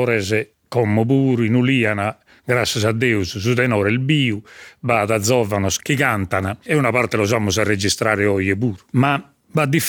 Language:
Sardinian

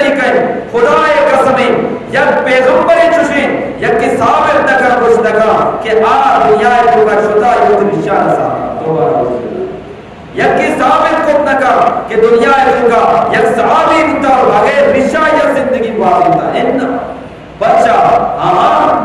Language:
Eastern Balochi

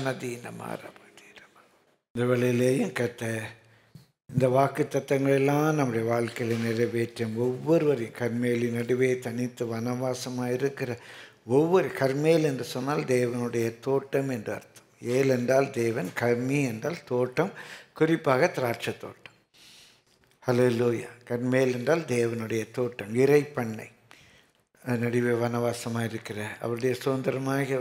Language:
Tamil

